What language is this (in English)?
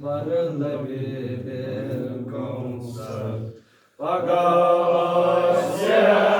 Kashmiri